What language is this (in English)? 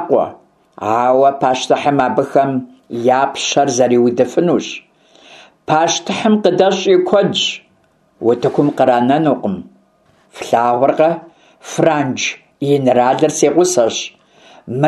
Kabardian